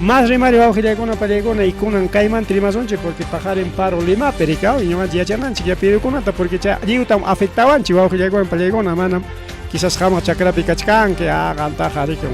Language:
Ayacucho Quechua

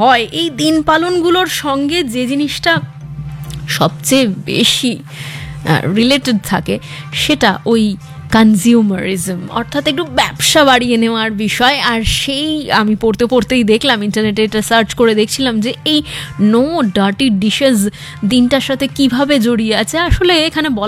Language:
Bangla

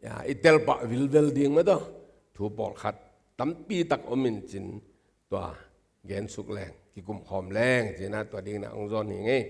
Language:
Tedim Chin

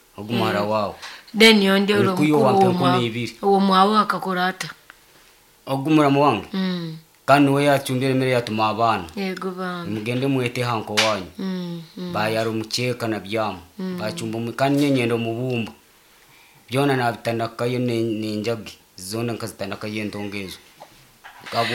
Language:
Nyankole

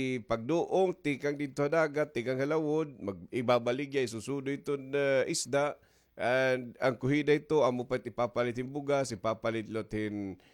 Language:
Waray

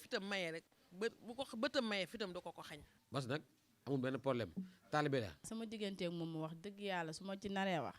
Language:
Wolof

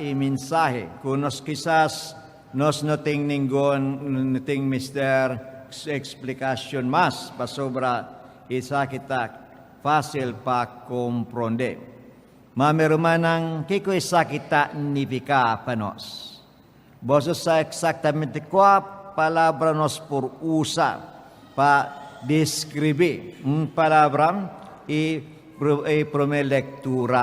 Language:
Papiamento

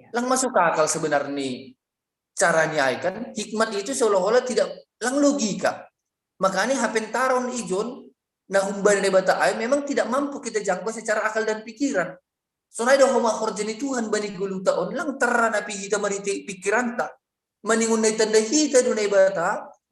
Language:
Batak Simalungun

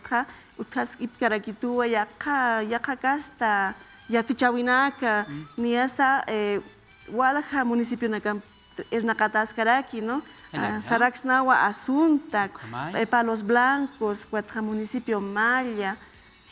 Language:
Aymara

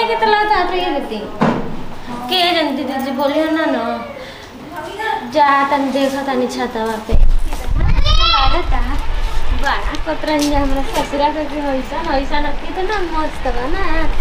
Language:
Bhojpuri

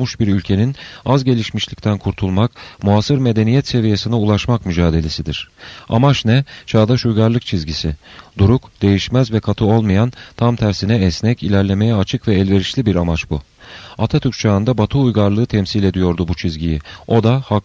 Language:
Turkish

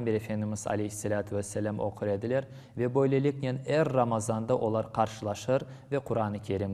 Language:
Crimean Tatar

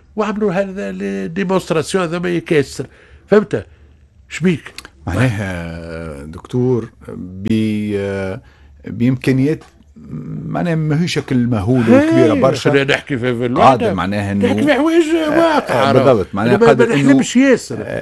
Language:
Tunisian Arabic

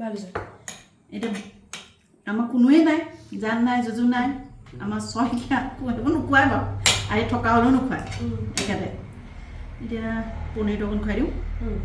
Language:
Assamese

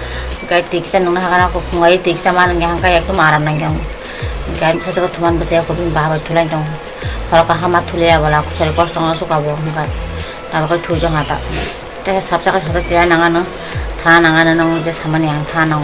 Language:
Kok Borok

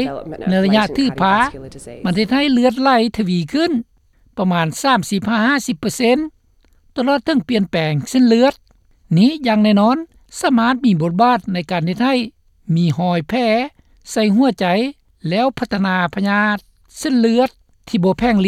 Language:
Lao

